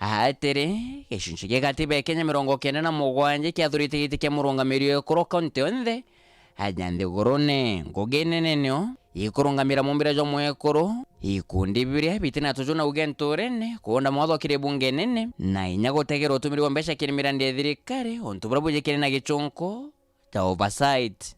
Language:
Meru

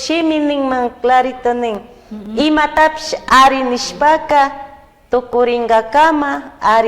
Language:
Chimborazo Highland Quichua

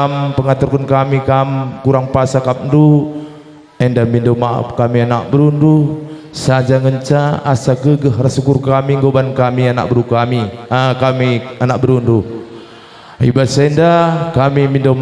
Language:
Batak Karo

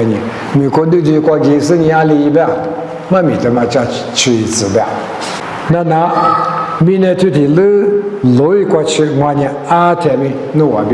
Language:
Lisu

